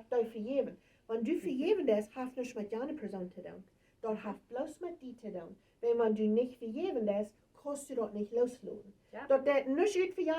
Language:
Plautdietsch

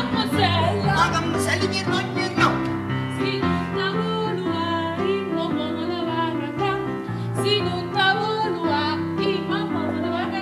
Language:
Neapolitan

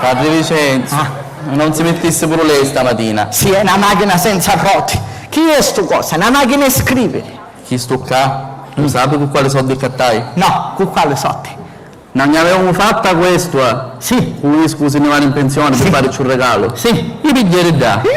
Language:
Sicilian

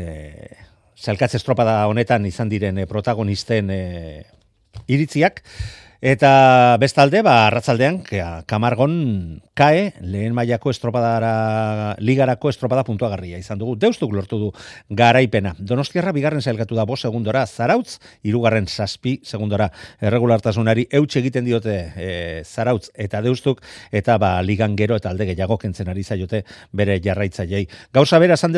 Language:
Basque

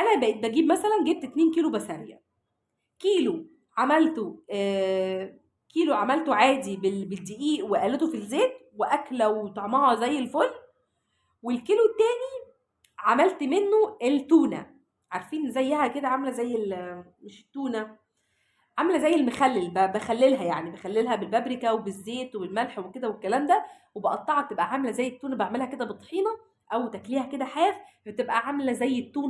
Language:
Egyptian Arabic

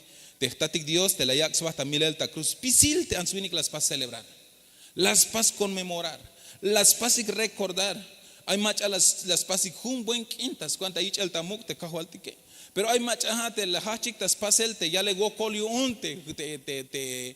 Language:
Tzeltal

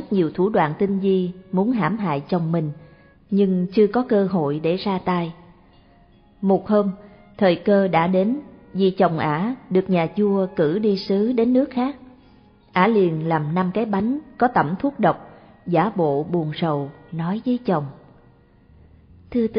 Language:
Vietnamese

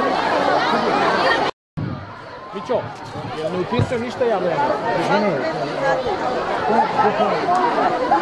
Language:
Serbian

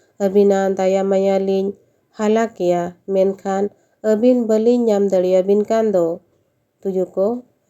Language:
Santali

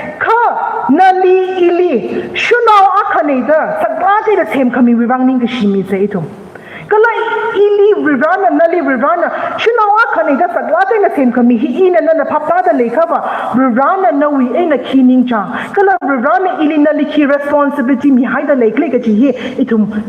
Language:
Tangkhul Naga (India)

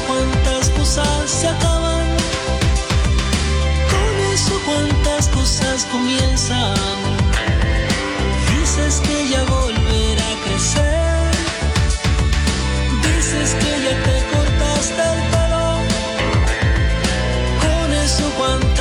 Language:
Spanish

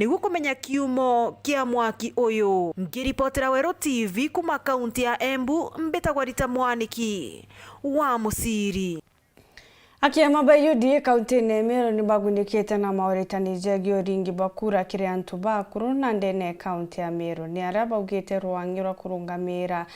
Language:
Meru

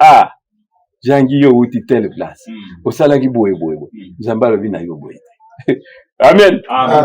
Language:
Lingala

